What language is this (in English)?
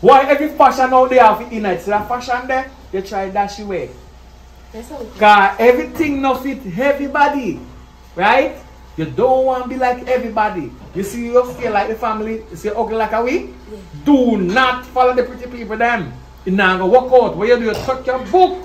Jamaican Creole English